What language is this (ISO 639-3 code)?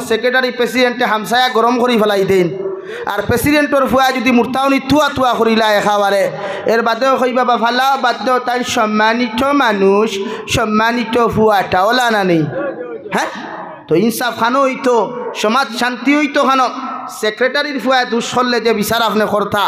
syl